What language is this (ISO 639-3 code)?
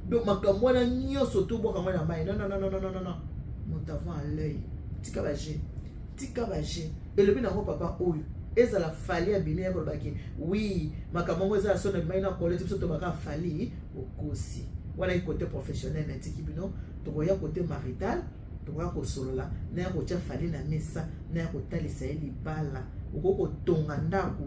lin